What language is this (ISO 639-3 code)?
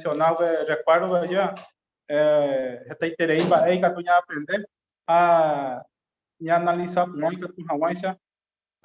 grn